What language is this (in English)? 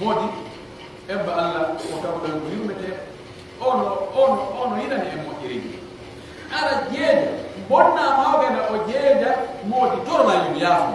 Pular